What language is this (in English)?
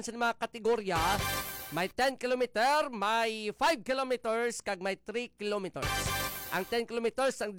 Hiligaynon